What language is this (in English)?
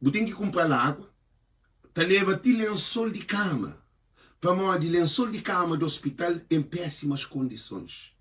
Kabuverdianu